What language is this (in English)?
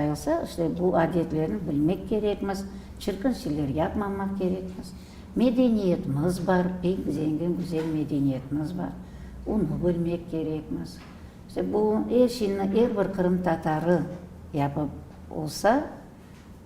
Crimean Tatar